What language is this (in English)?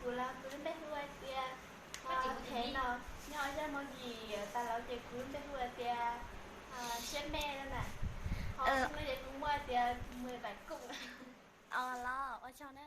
Hmong